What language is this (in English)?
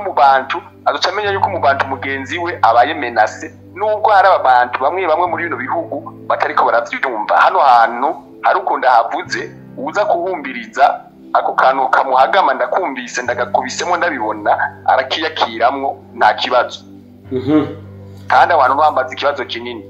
Rundi